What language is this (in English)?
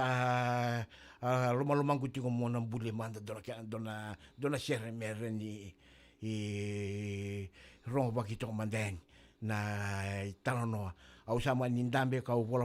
Fijian